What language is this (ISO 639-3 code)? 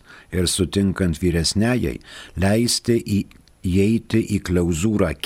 lit